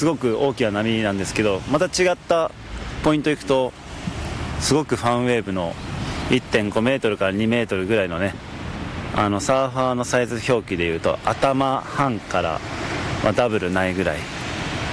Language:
Japanese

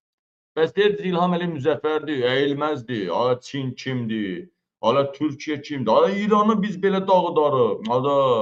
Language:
Azerbaijani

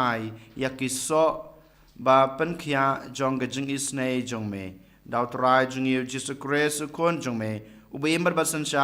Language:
Khasi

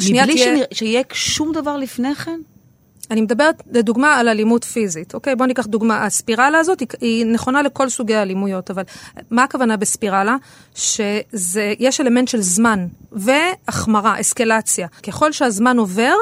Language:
Hebrew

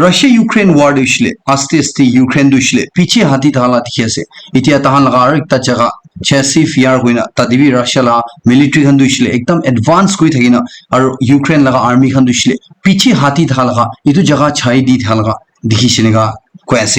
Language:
Naga Pidgin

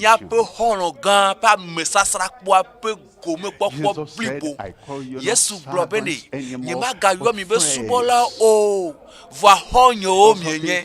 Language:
Ewe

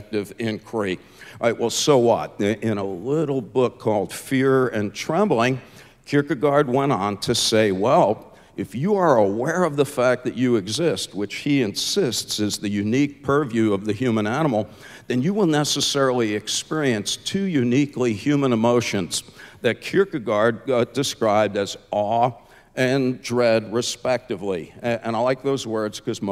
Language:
English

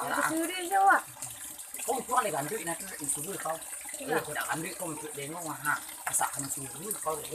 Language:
Minangkabau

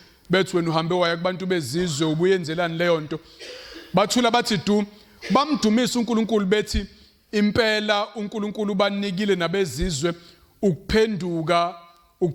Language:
Zulu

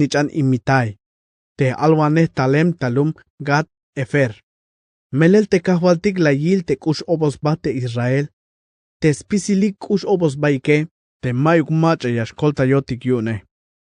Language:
Tzeltal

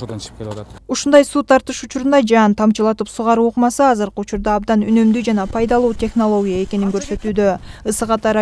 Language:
Kyrgyz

